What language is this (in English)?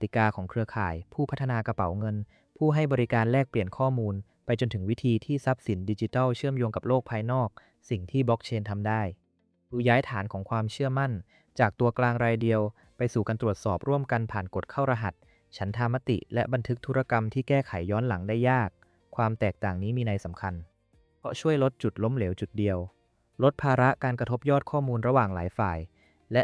Thai